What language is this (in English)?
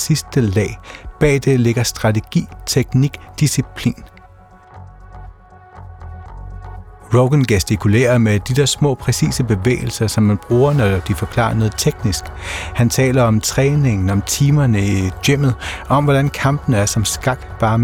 Danish